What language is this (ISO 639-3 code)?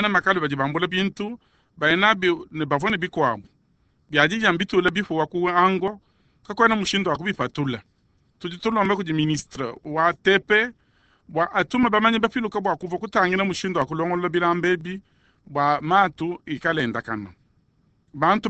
lua